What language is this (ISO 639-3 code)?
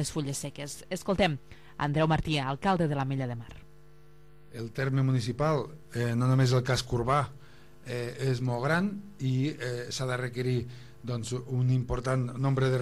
cat